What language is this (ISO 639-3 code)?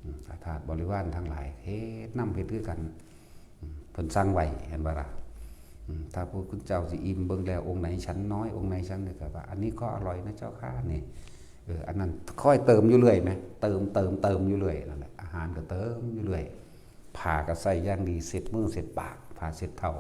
tts